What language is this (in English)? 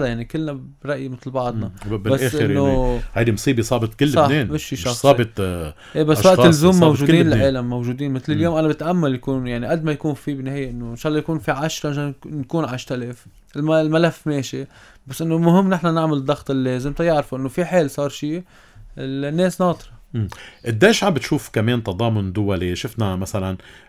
North Levantine Arabic